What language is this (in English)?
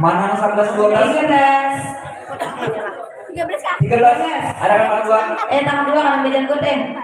Banjar